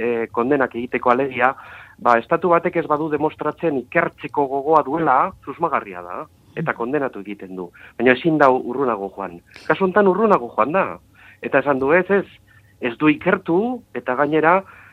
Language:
Basque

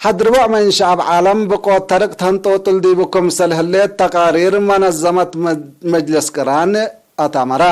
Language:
Tigre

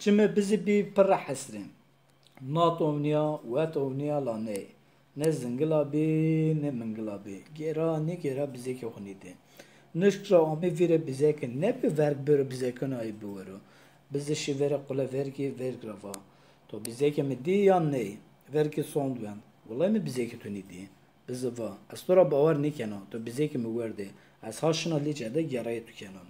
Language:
Zaza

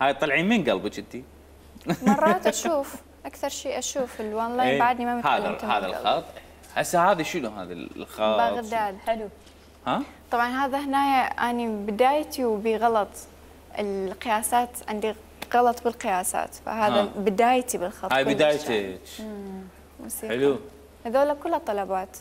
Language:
Mesopotamian Arabic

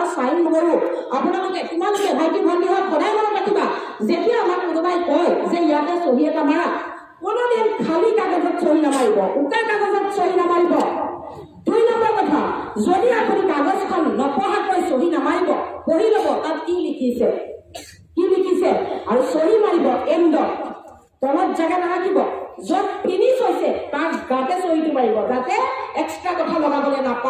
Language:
Assamese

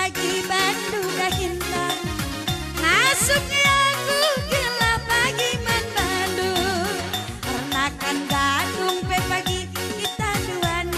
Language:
Batak Karo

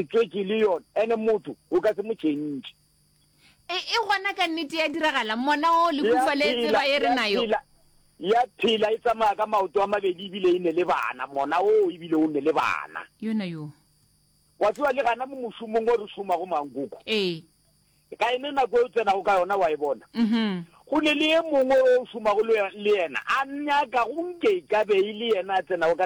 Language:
Northern Sotho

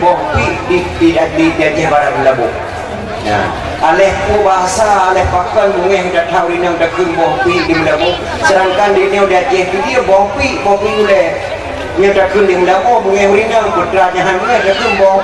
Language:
Achinese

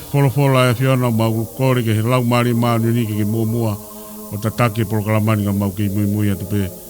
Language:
Tongan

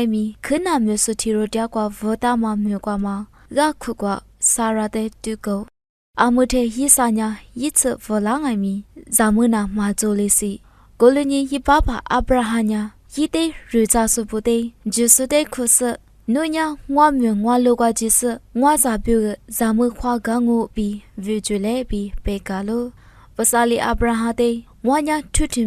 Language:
Lisu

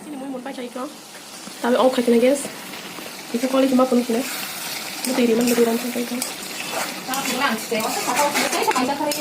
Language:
Kok Borok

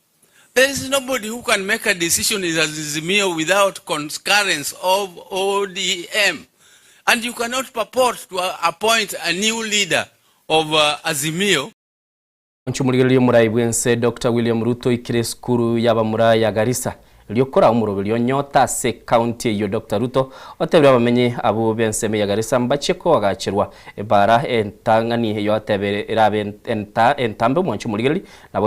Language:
Gusii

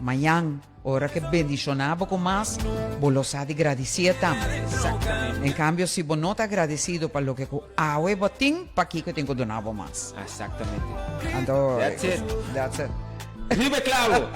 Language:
Papiamento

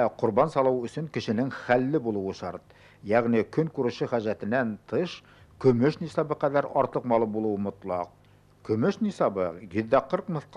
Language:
Bashkir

